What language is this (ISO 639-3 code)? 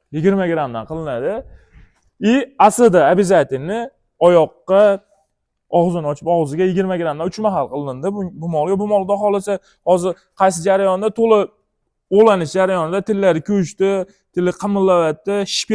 uzb